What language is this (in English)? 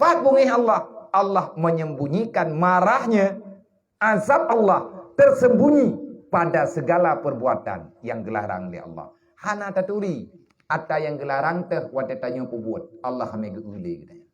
Achinese